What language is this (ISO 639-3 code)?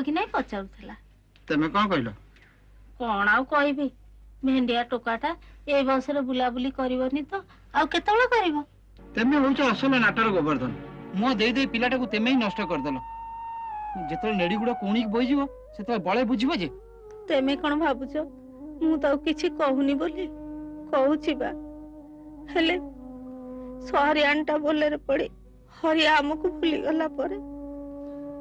ori